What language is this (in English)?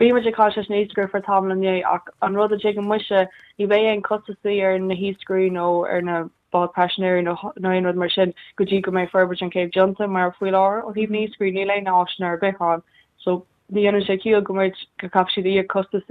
Irish